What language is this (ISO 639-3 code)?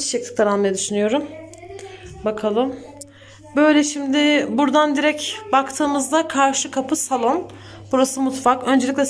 tur